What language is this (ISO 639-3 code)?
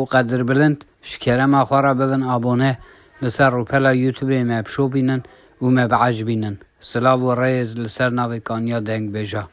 kur